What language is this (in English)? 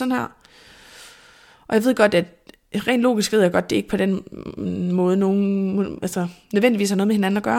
Danish